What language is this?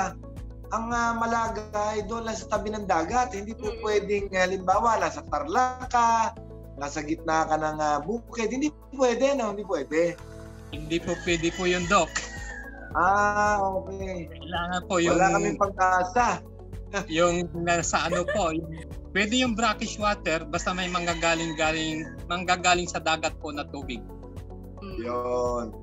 Filipino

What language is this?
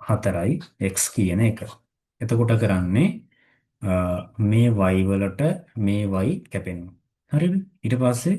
Sinhala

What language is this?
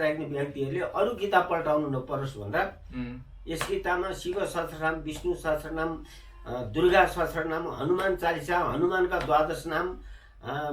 Nepali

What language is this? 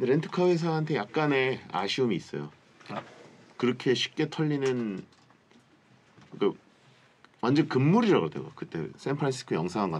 Korean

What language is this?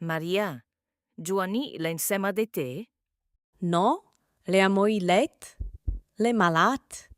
Lombard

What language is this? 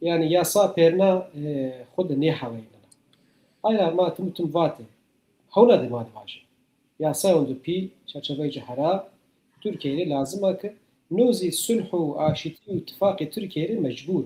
Zaza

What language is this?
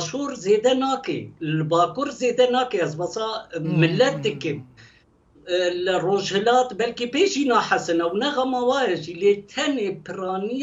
Kurdish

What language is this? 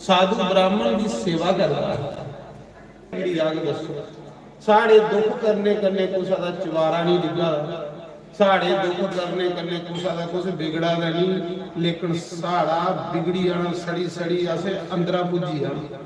Dogri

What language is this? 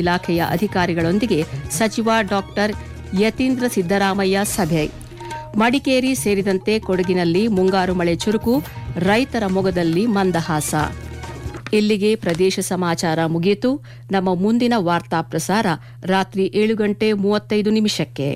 Kannada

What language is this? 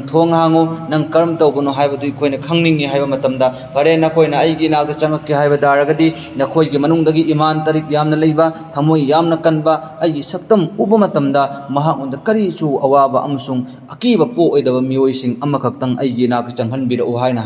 Manipuri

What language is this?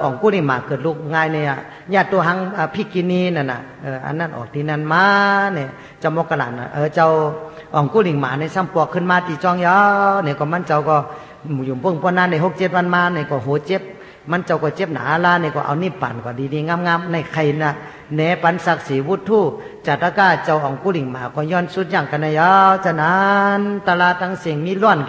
Shan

